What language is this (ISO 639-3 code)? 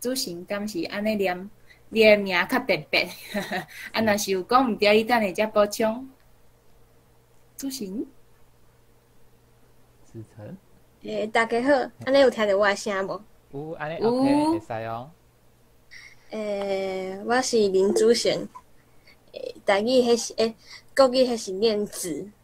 nan